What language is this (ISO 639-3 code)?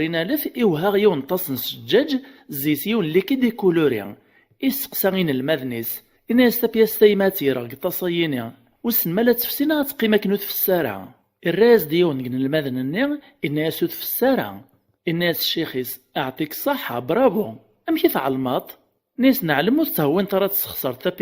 kab